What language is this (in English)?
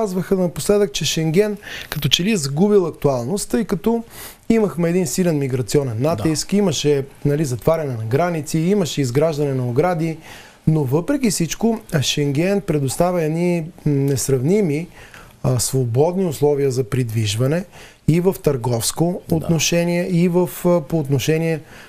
Bulgarian